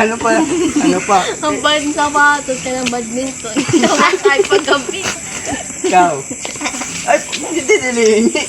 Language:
Waray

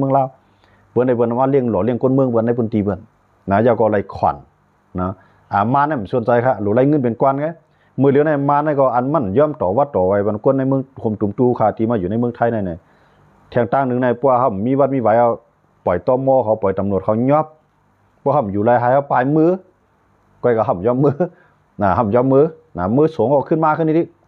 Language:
Shan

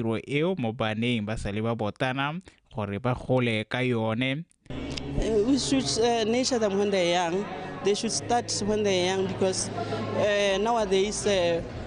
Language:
Tswana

